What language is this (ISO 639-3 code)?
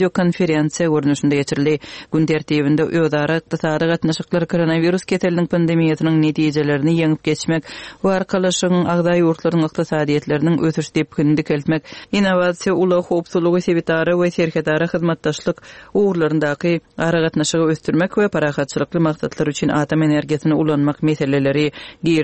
tuk